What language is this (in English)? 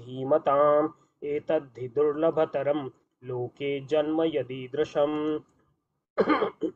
Sanskrit